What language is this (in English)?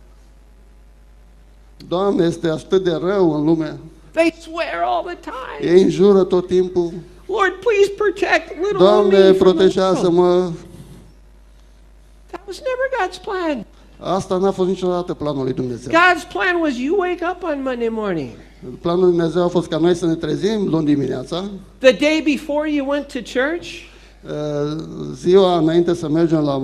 Romanian